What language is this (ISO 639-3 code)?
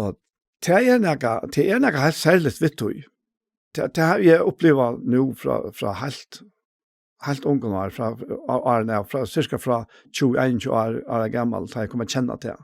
fao